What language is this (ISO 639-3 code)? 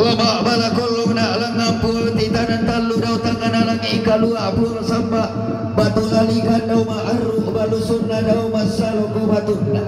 sda